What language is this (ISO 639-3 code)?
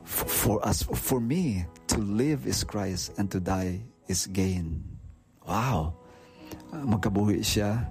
hil